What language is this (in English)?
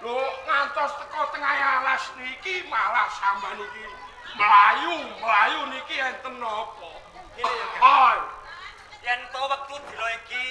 Javanese